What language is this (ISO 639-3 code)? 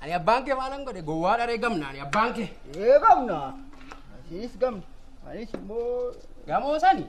orm